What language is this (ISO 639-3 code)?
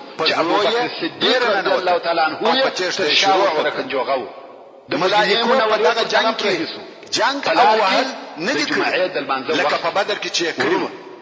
pus